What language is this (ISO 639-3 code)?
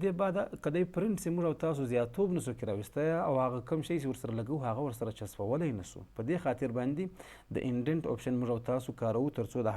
pus